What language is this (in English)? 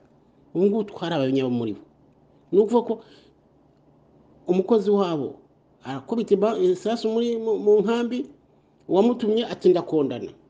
Kinyarwanda